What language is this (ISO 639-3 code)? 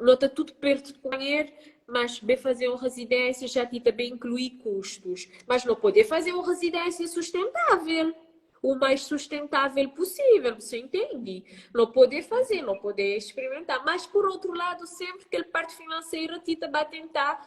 kea